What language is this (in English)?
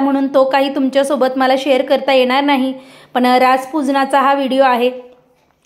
Marathi